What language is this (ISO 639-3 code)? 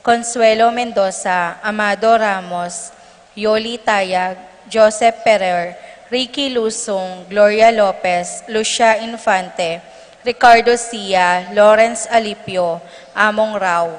pam